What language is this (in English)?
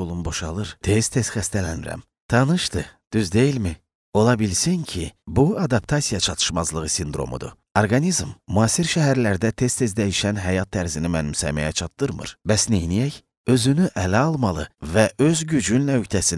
Azerbaijani